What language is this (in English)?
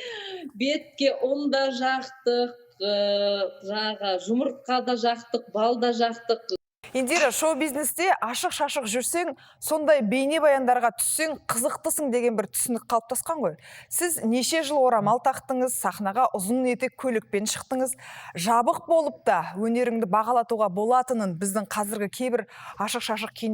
Kazakh